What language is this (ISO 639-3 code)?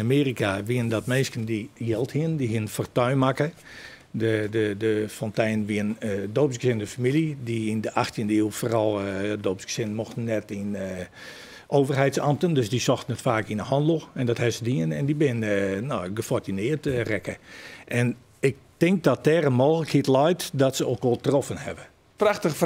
fry